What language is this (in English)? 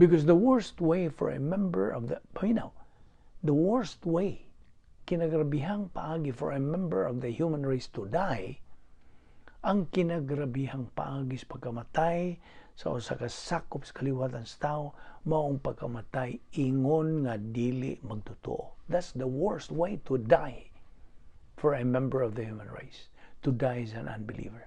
Cebuano